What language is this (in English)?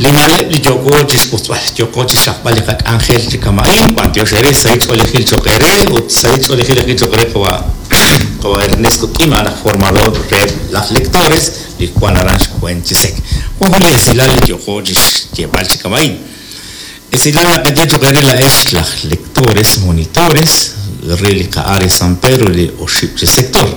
Kekchí